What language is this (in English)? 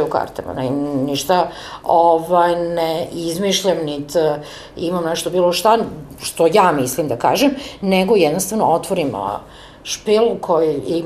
Serbian